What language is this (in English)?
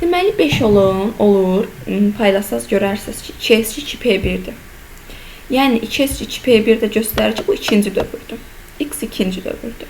Azerbaijani